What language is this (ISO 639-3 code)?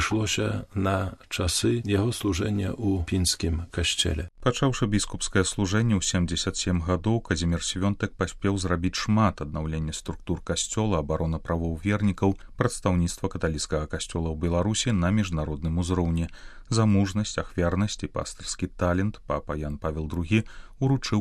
bel